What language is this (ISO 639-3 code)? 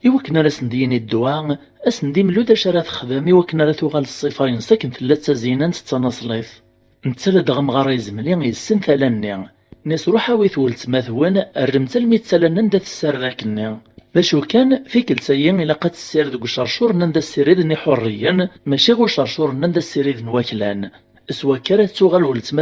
kab